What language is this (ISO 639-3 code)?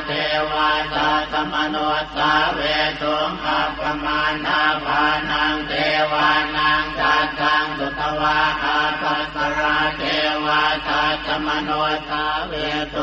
pli